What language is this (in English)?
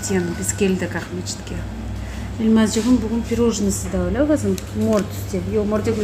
Crimean Tatar